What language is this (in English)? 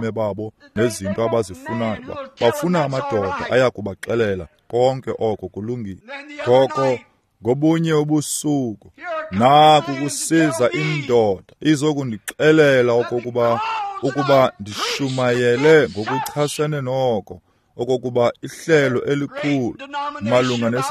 Xhosa